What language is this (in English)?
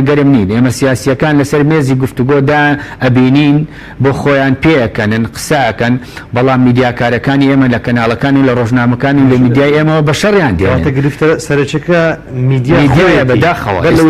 Central Kurdish